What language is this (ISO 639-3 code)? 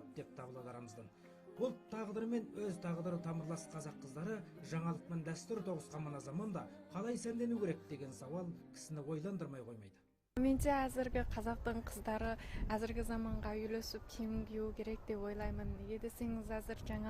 kaz